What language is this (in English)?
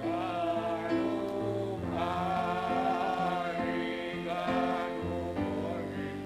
Batak Simalungun